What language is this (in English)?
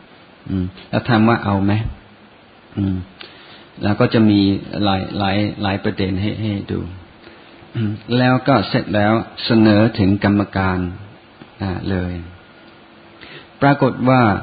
Thai